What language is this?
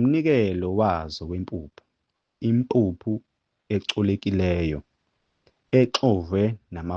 Zulu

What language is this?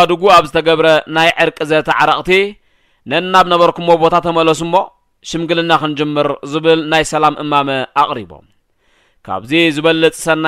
Tigrinya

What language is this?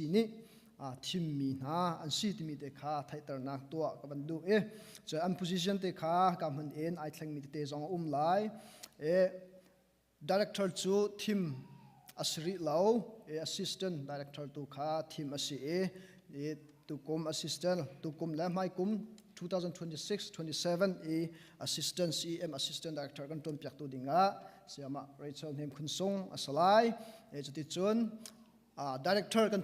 Hakha Chin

